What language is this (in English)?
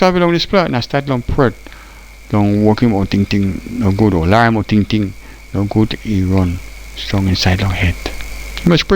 Tok Pisin